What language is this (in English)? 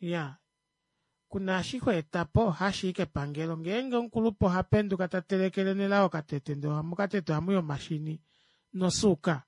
Kuanyama